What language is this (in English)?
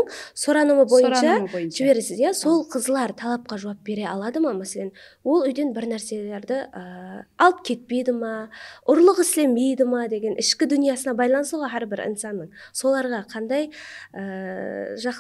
Kara-Kalpak